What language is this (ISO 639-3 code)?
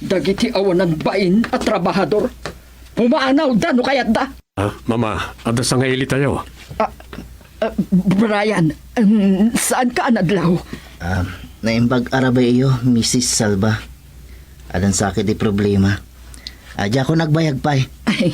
ilo